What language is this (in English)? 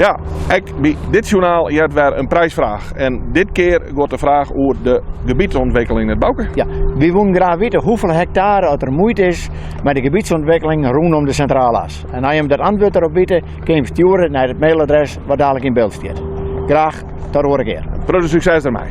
Western Frisian